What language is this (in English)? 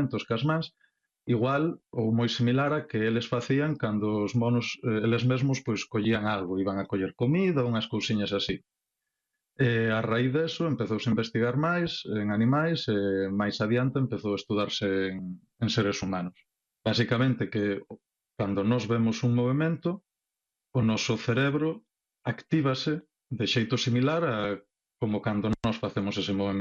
Galician